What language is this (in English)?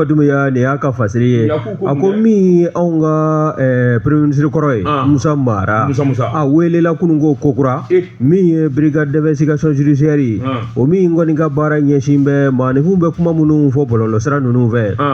Bambara